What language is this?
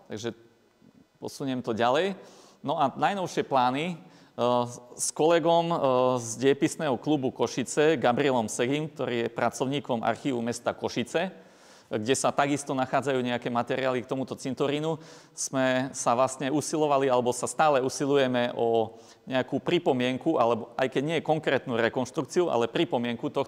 Slovak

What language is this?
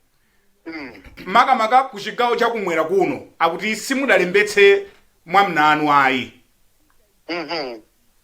Nyanja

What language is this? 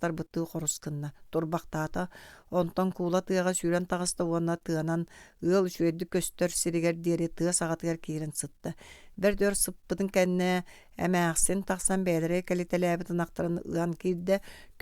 Yakut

